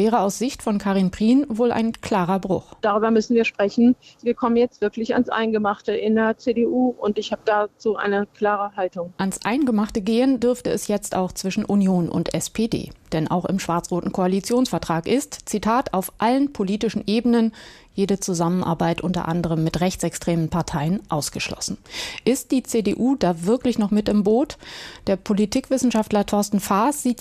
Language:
German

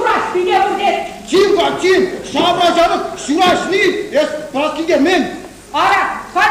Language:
Chuvash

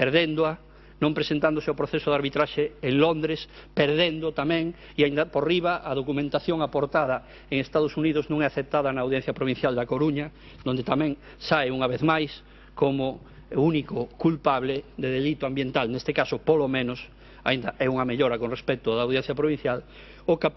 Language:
Galician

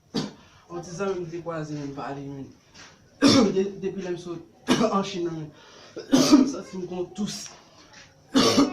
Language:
Haitian Creole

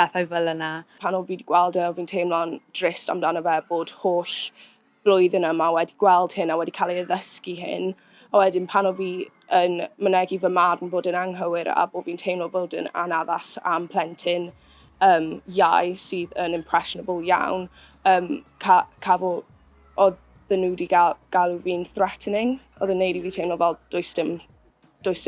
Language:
Welsh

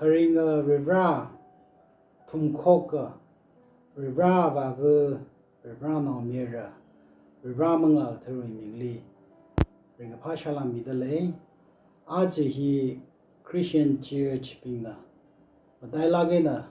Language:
Tangkhul Naga (India)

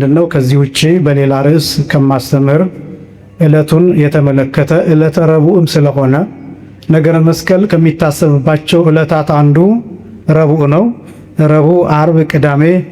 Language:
Amharic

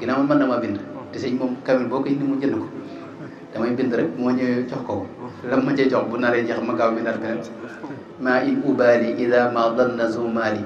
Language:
Wolof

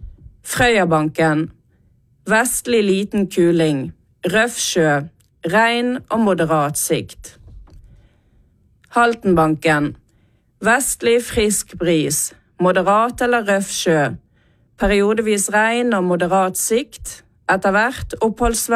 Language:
Norwegian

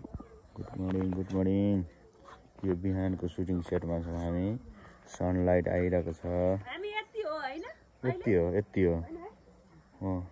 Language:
Nepali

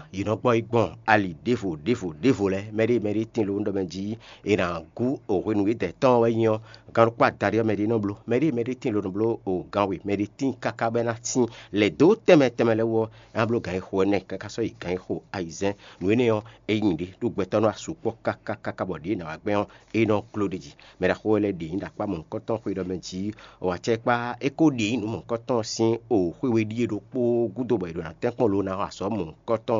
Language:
Fon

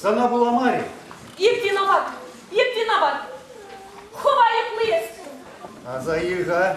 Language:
Chuvash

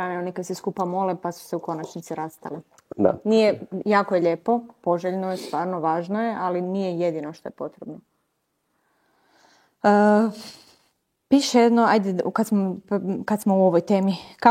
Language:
Croatian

